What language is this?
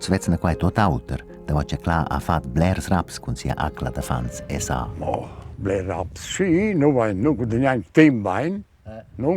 Romansh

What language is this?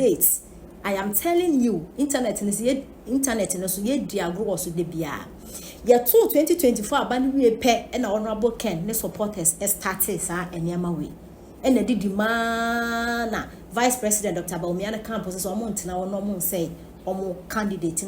Akan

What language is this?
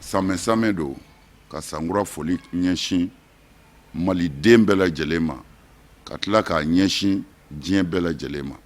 Bambara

